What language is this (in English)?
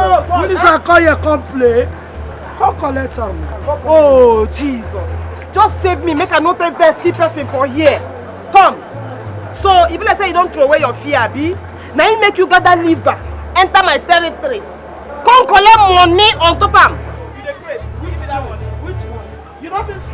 Nigerian Pidgin